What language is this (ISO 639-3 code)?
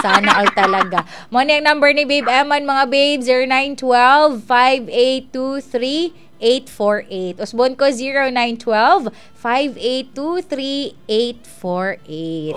ceb